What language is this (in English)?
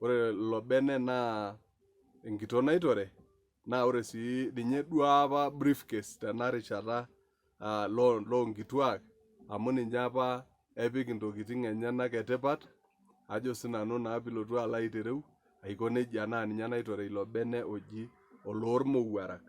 Masai